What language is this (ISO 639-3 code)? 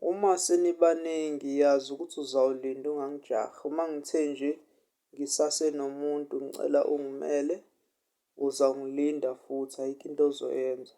zul